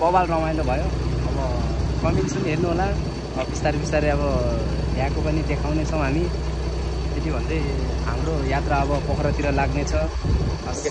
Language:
Nepali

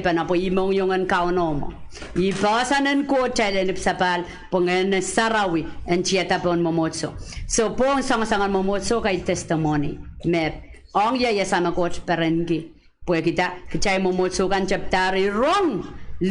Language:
Pohnpeian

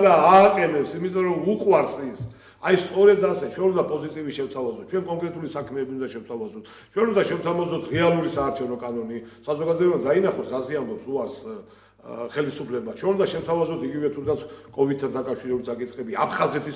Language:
Georgian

